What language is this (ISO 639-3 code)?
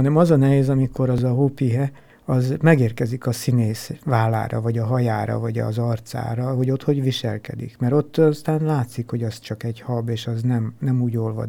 hun